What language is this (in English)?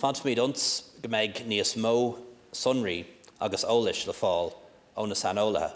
Irish